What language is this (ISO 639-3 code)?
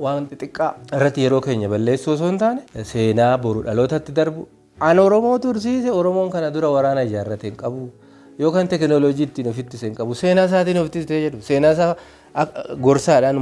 orm